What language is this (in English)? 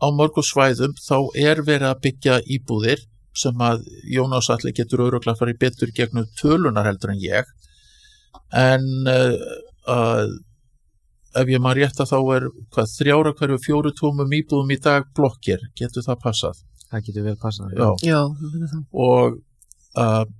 Icelandic